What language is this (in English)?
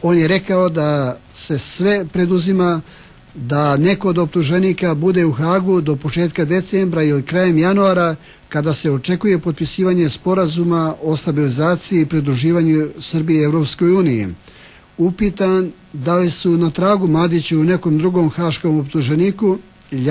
Serbian